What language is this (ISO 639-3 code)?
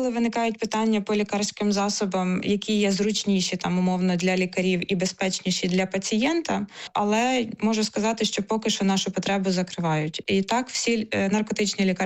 ukr